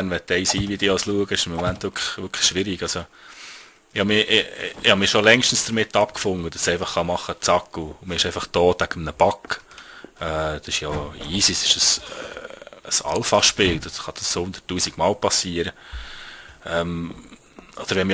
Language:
Swiss German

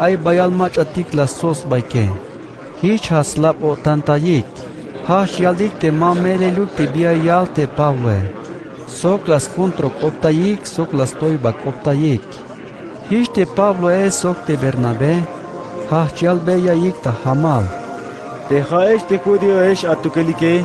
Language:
Tzeltal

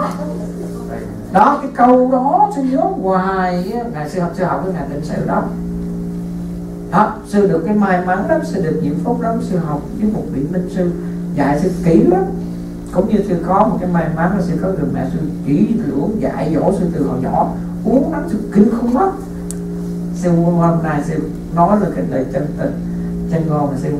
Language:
Vietnamese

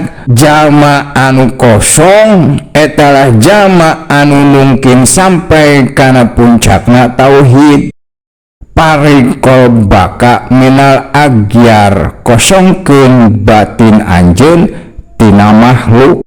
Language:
Sundanese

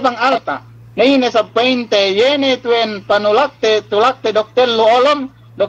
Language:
Yakan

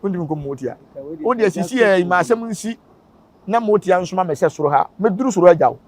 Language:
Akan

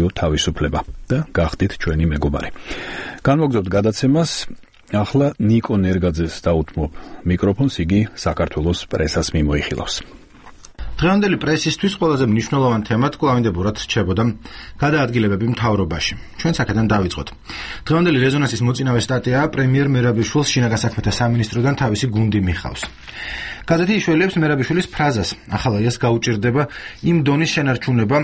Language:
Georgian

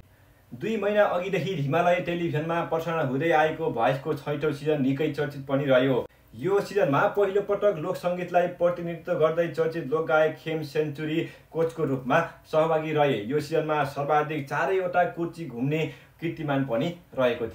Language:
Nepali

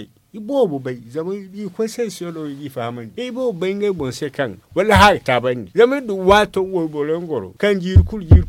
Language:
Zarma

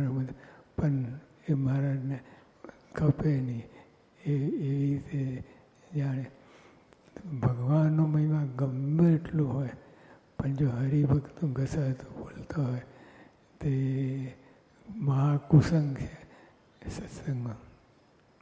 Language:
Gujarati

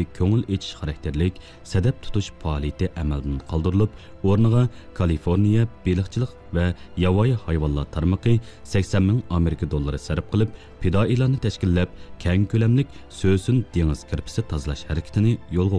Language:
Uyghur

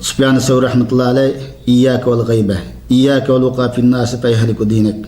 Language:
Uyghur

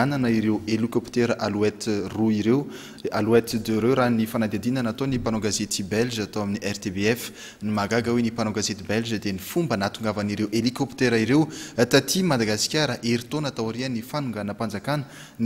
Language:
Malagasy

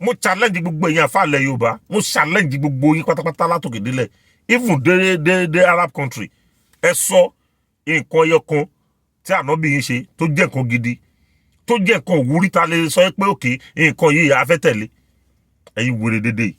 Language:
Yoruba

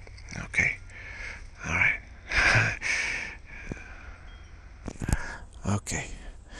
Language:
English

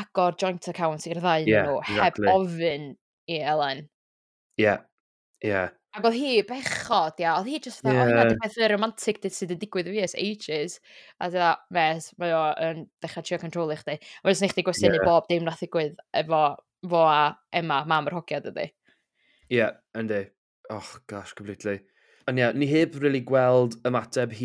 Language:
Welsh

